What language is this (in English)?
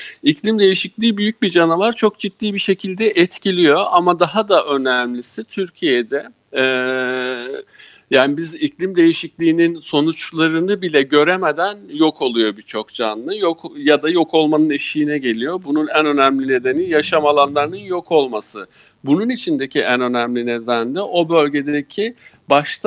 Turkish